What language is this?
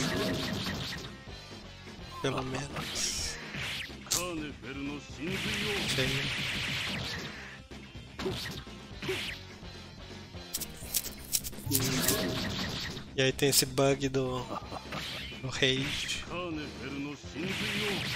Portuguese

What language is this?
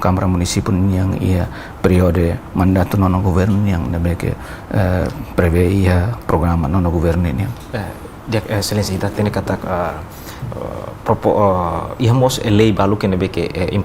Tetum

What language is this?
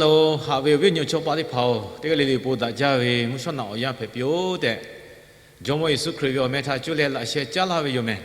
Lahu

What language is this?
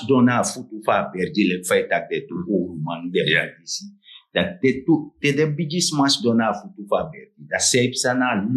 Sranan Tongo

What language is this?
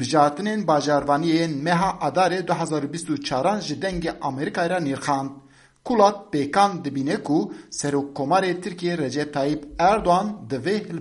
Kurdish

